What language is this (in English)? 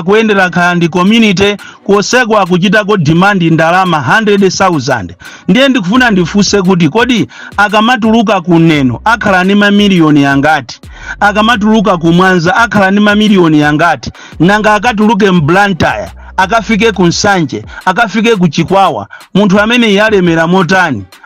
Nyanja